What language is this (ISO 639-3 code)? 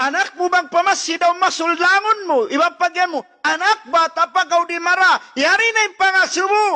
tsg